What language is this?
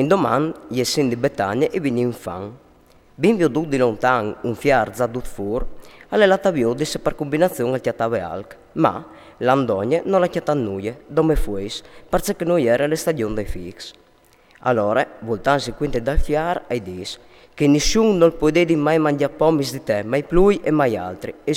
Friulian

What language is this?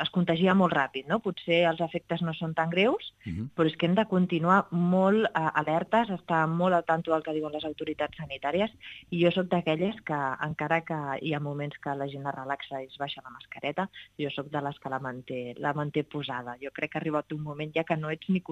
Catalan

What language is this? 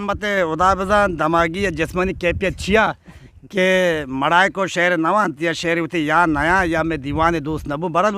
Eastern Balochi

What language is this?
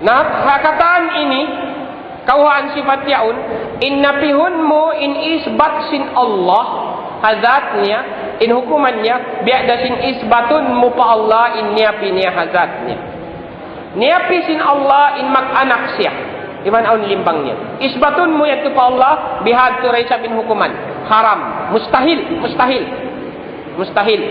Tausug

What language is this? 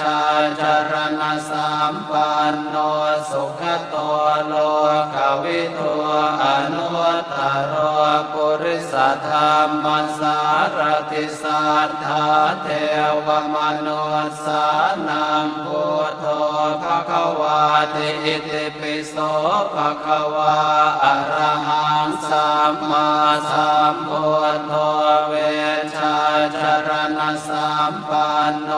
Pali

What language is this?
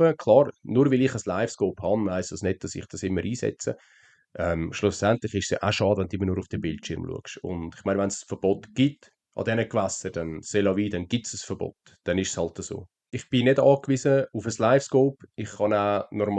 Swiss German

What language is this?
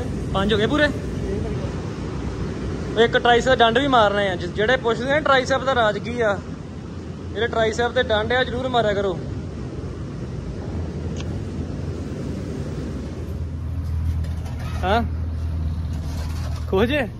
Punjabi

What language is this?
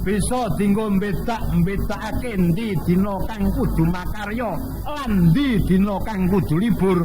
Javanese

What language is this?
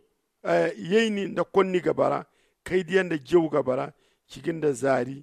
Zarma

